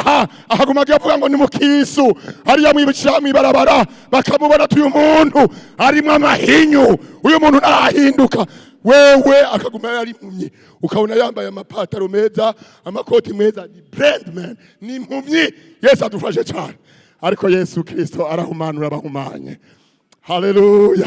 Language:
Rundi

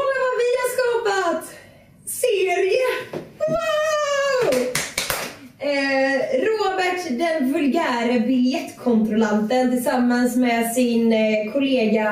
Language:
Swedish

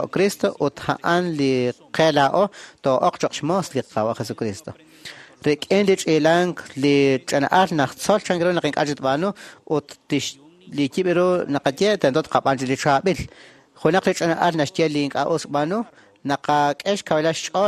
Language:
Kekchí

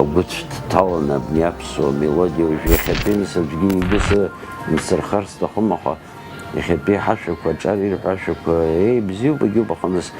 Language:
Abkhazian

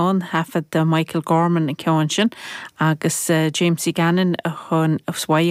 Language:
Irish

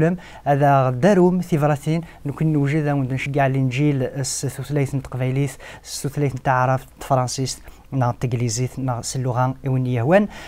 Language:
Kabyle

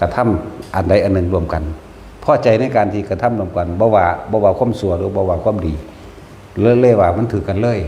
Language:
Northeastern Thai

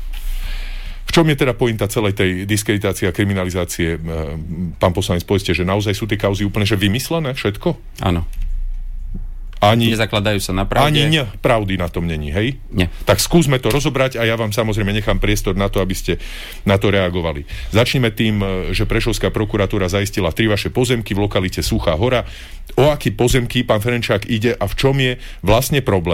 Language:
Slovak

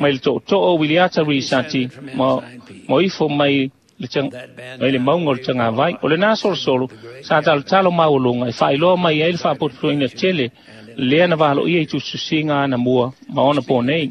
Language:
Samoan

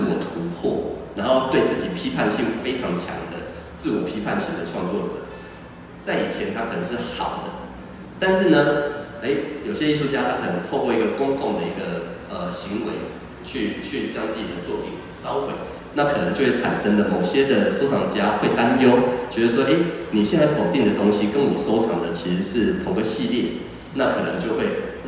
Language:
Chinese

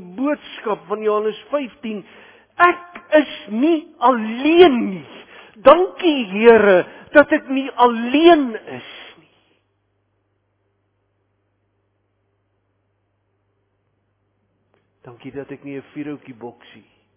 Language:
Afrikaans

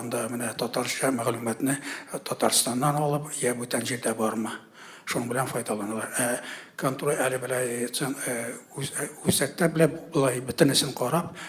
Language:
Tatar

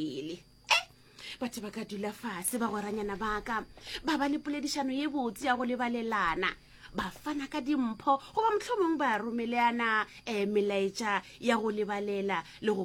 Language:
Northern Sotho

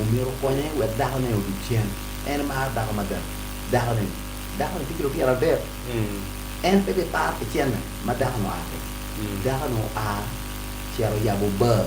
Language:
Acoli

